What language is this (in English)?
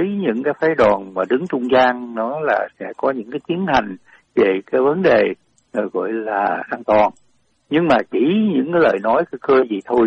Vietnamese